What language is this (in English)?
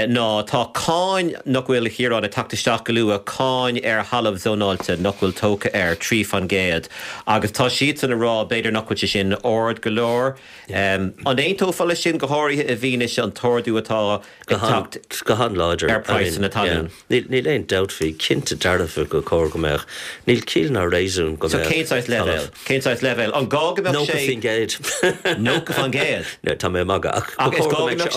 Irish